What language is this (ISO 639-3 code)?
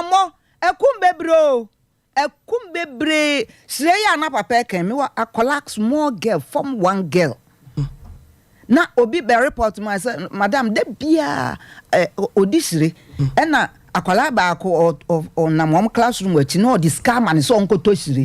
aka